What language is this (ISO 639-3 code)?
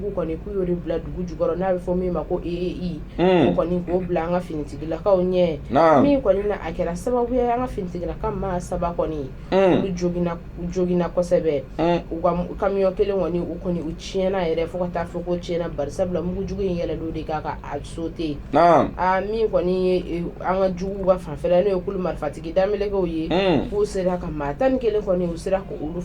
bam